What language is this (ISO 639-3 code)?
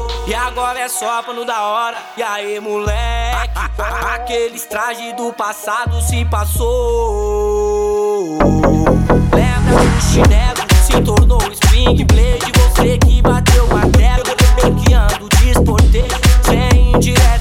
por